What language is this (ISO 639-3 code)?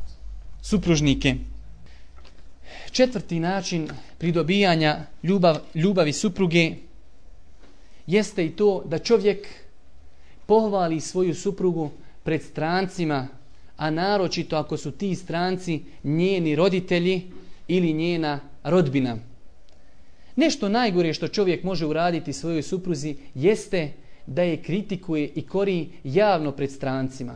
bos